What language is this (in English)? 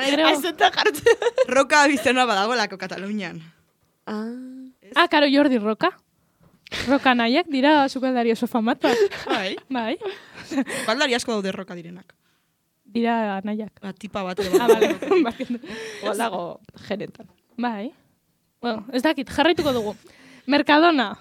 Basque